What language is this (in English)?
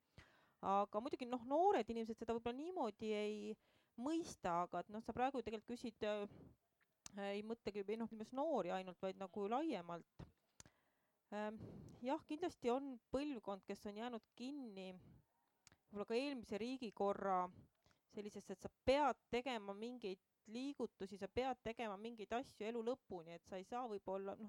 Estonian